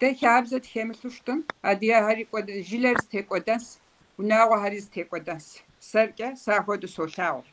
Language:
Kabardian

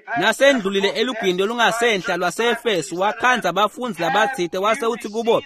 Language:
Swati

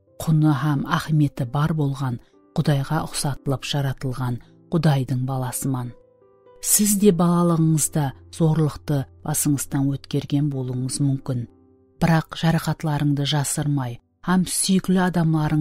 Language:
Kara-Kalpak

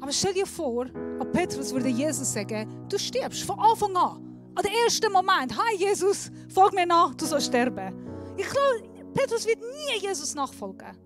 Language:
Swiss German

